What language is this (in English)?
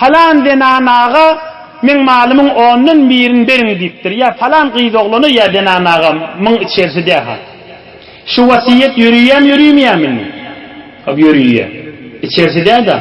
Turkmen